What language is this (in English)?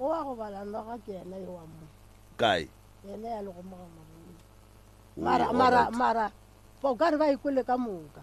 Northern Sotho